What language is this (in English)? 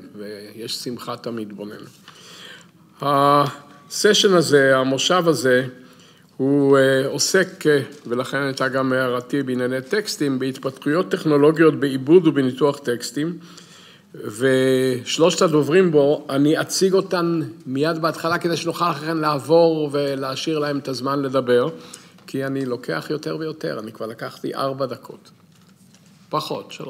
Hebrew